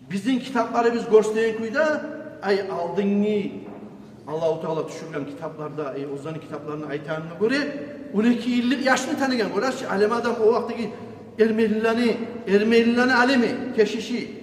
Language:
Kumyk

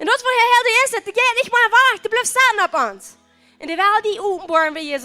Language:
Plautdietsch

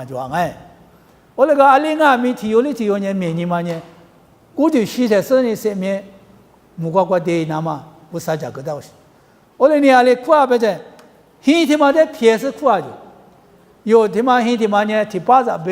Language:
Lisu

